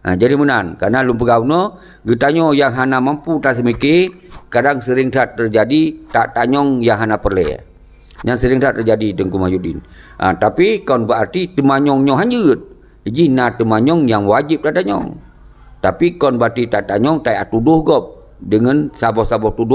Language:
Achinese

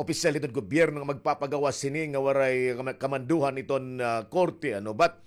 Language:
Waray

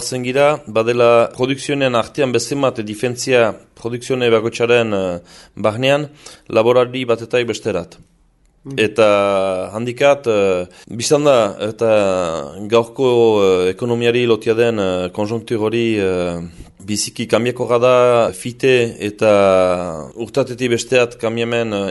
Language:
Basque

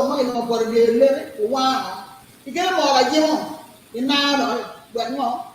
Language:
Acoli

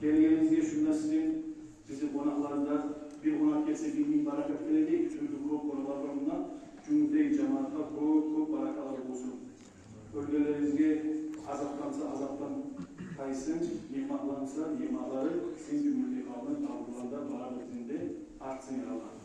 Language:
Kumyk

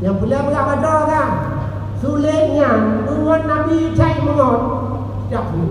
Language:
Achinese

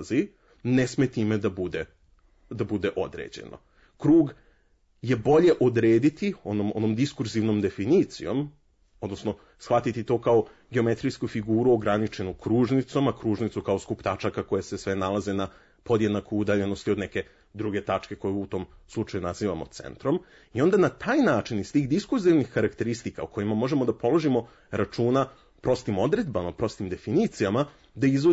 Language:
Serbian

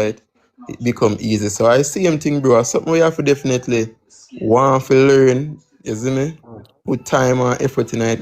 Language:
Jamaican Creole English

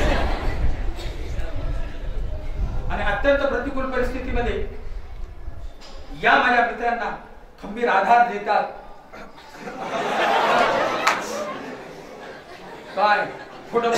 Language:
Marathi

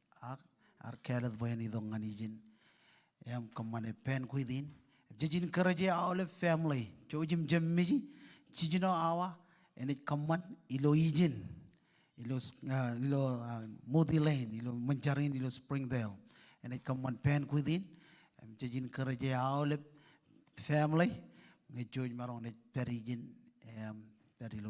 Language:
Marshallese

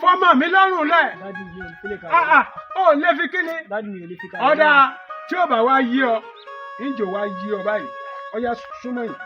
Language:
Yoruba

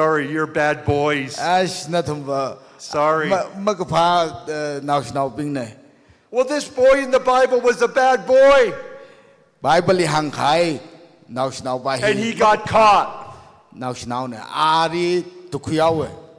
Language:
Tangkhul Naga (India)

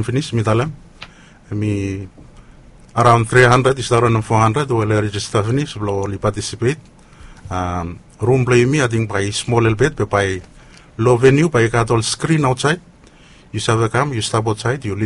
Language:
Bislama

